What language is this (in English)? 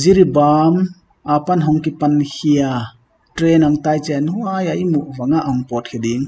Paite Chin